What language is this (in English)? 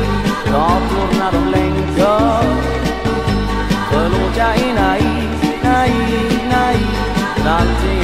Swedish